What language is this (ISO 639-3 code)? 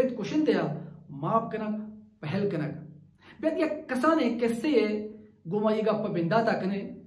bal